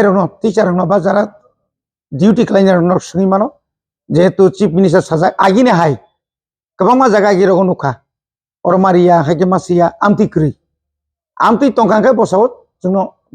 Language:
Kok Borok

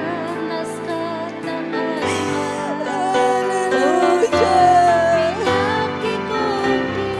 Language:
Ayacucho Quechua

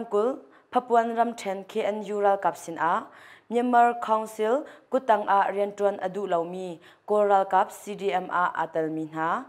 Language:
Hakha Chin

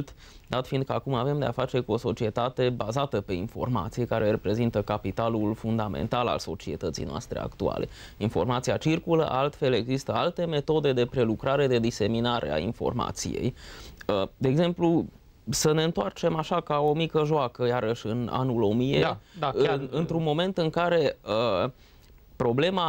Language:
Romanian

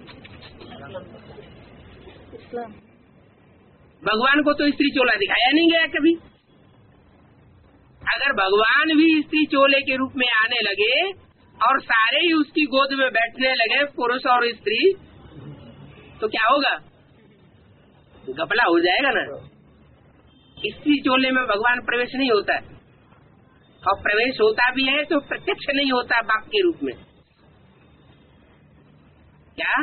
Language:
Hindi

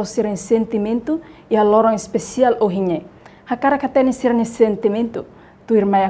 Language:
Tetum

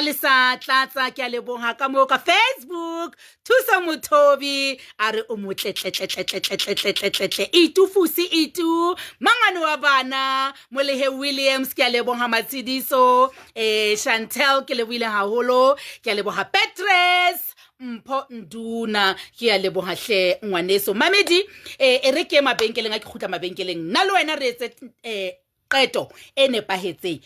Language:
Southern Sotho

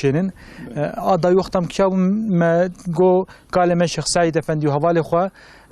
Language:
Kurdish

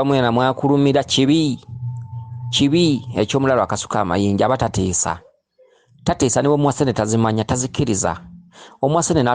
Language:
Ganda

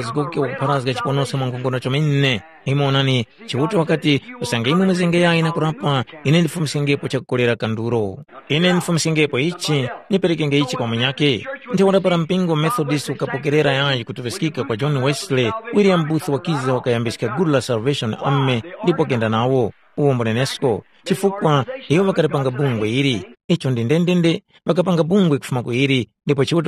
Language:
Tumbuka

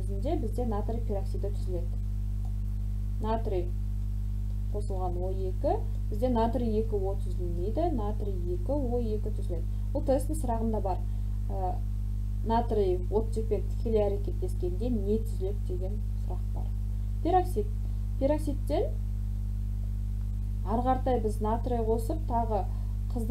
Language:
Kazakh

